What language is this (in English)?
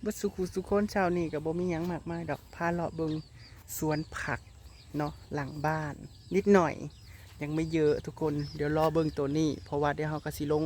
Northeastern Thai